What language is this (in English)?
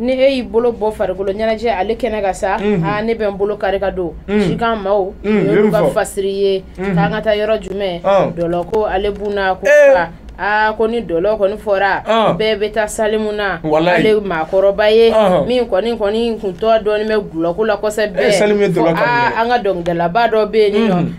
Bambara